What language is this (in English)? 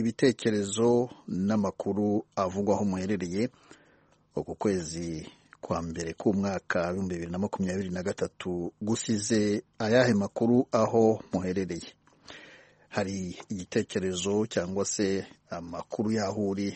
Kinyarwanda